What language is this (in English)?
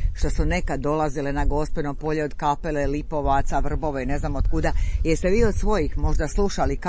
Croatian